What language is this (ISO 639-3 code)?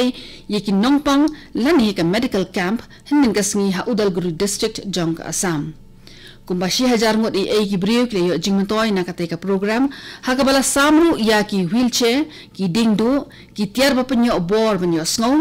kha